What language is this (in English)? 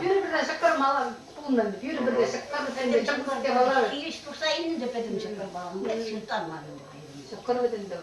Chuvash